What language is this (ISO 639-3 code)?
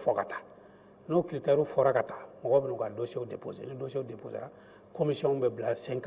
bam